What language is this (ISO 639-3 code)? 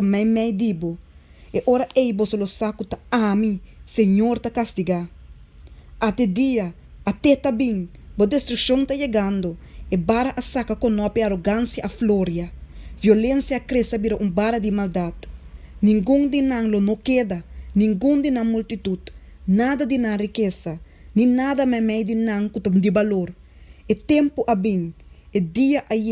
pap